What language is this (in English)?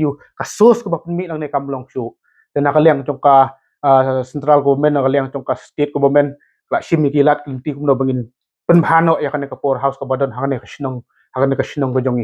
Khasi